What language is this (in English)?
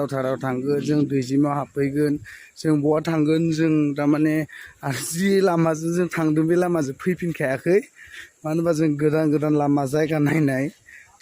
Bodo